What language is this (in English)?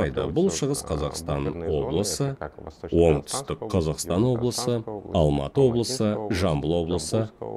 Kazakh